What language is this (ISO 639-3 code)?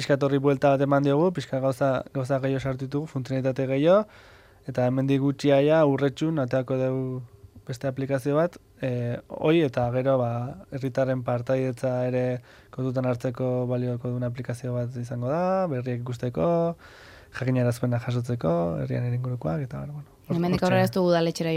eus